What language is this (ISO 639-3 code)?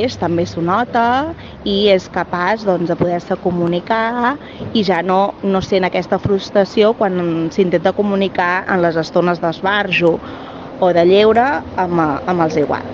cat